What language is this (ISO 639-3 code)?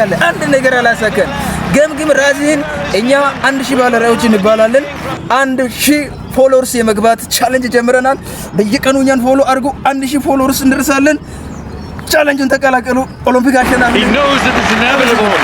amh